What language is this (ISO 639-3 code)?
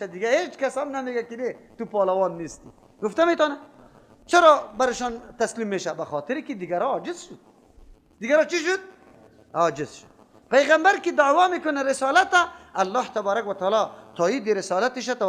fas